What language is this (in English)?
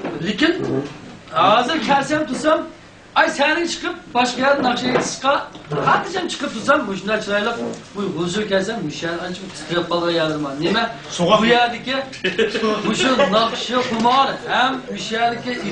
Uyghur